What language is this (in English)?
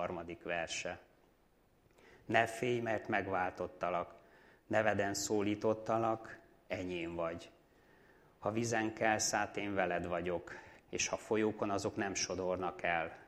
Hungarian